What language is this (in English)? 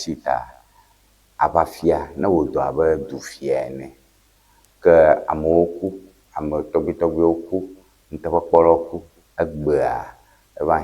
Ewe